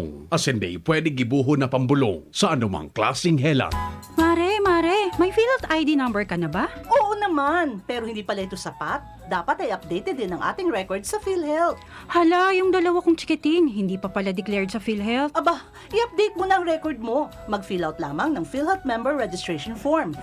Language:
Bikol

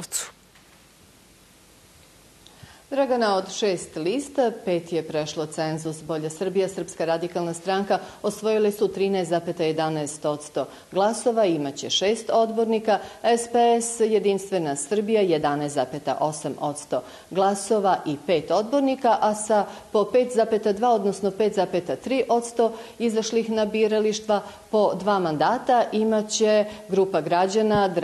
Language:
Serbian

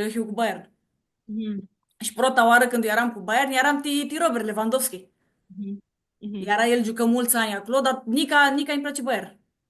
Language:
Aromanian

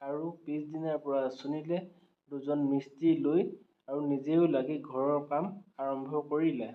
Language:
Assamese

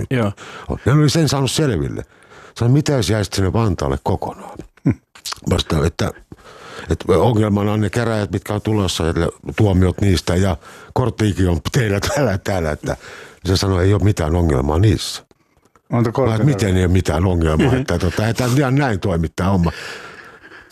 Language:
Finnish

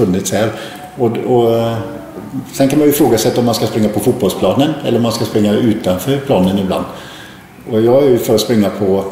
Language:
Swedish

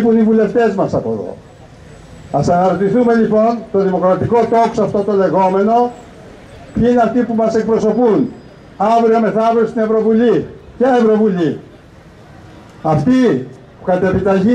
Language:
Greek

